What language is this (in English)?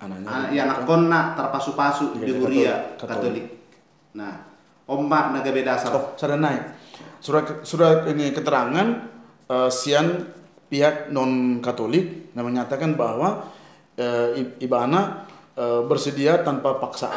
Batak Toba